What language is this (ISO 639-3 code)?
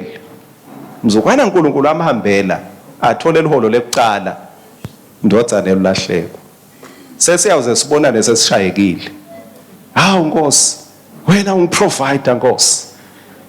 ssw